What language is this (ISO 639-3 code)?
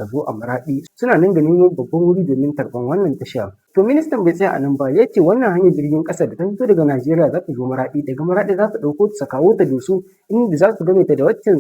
hau